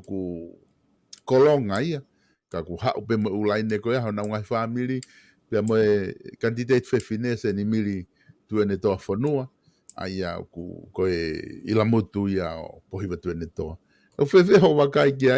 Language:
Tongan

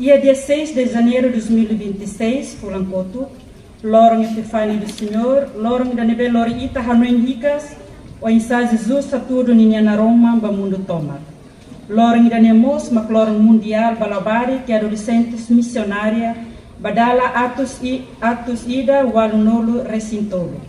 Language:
Tetum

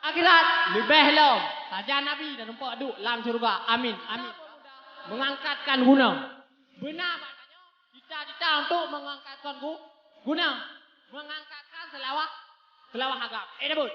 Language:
Achinese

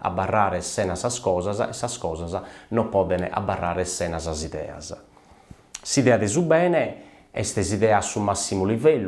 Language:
Sardinian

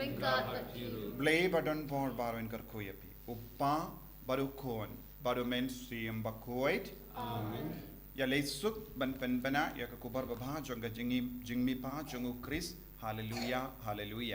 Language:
Khasi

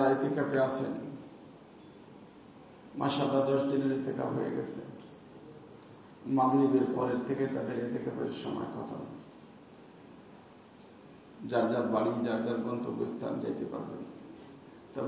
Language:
Bangla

